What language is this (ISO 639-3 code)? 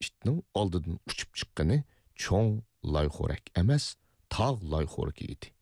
uig